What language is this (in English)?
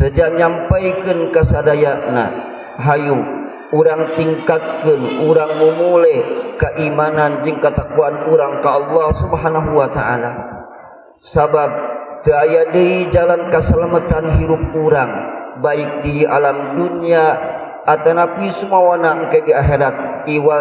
Sundanese